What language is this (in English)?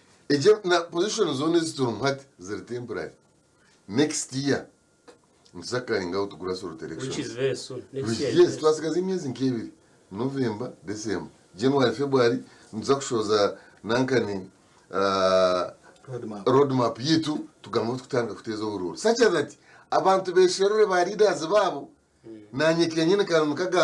Nyankole